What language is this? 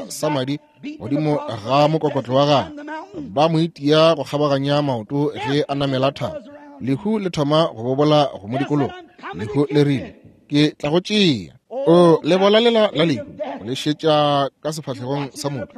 Northern Sotho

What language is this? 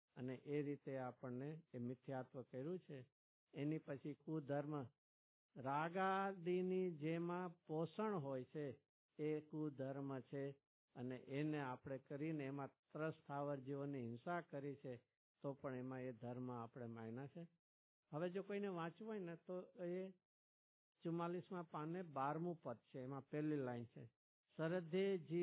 Gujarati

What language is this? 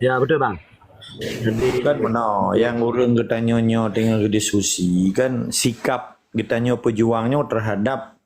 Achinese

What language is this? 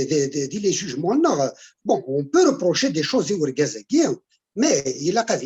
Kabyle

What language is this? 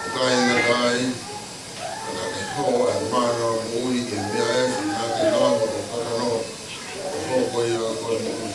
Tongan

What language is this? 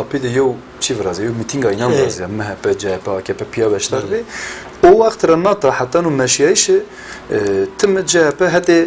Zaza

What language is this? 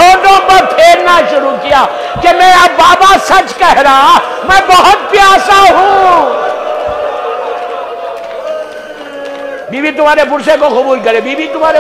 Urdu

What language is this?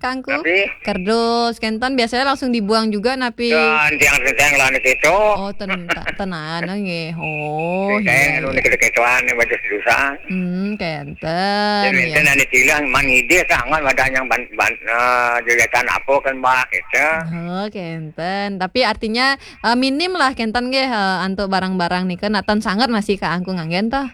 Balinese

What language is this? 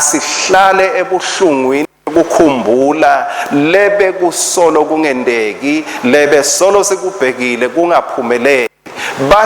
Swati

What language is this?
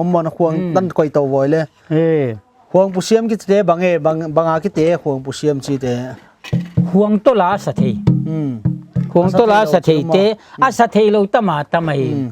Paite Chin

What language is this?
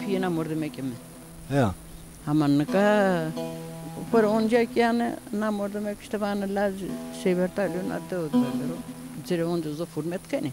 Zaza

